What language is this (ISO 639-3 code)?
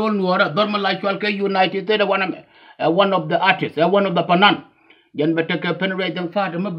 nus